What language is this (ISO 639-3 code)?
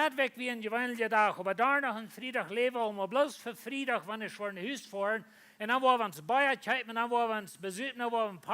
pdt